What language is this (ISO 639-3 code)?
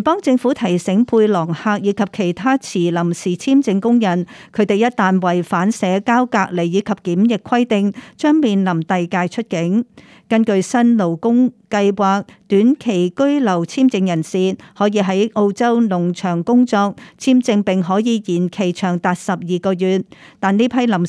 yue